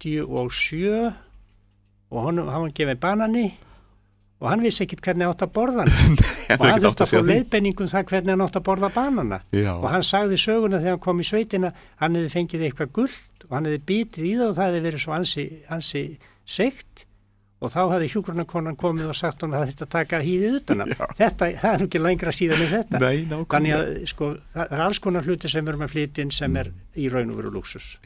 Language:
Icelandic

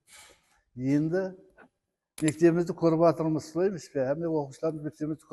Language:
Kara-Kalpak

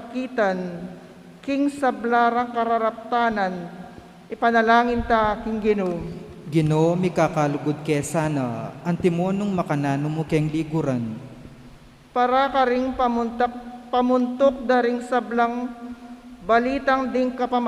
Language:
Pampanga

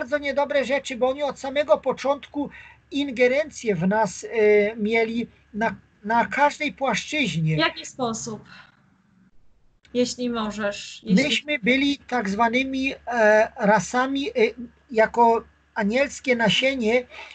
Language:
Polish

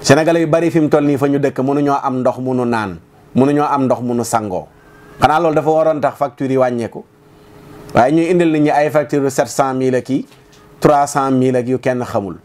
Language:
Wolof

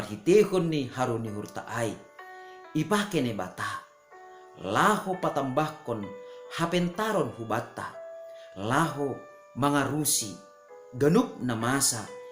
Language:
Batak Simalungun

